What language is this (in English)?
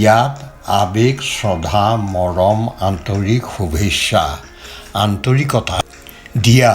Assamese